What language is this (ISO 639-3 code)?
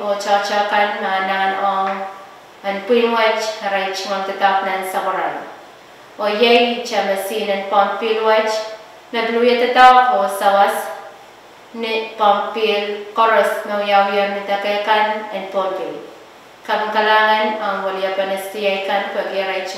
pon